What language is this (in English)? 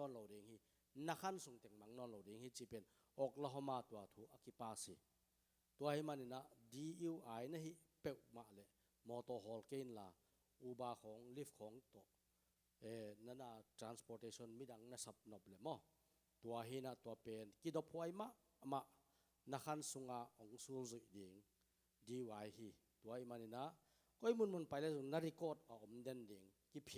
Tedim Chin